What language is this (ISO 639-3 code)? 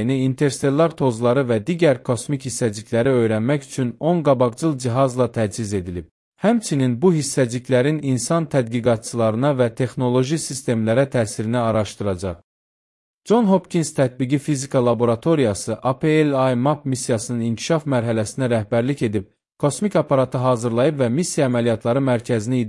aze